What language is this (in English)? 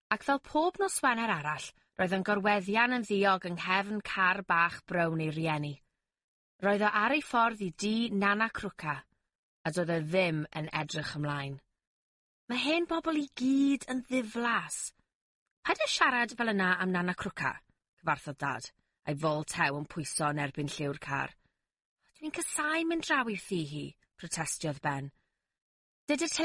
Welsh